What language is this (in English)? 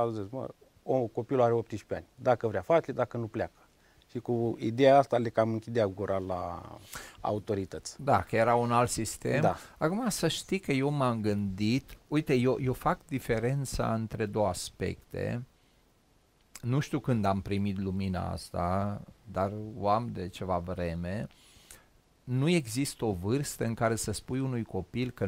Romanian